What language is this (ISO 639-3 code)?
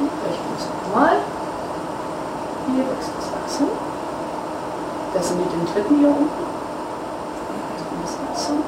deu